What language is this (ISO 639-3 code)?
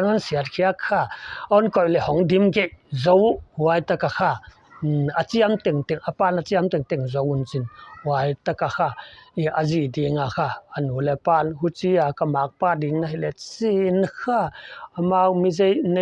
pck